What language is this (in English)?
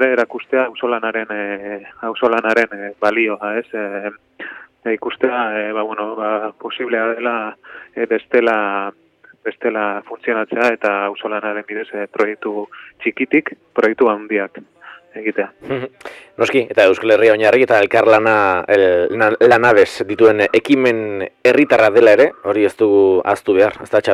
Basque